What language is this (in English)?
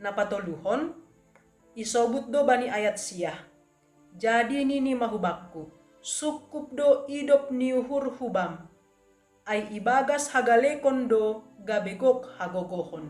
Batak Simalungun